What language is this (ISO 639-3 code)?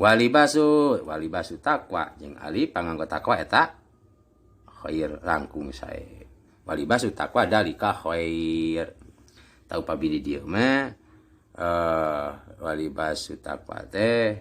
sun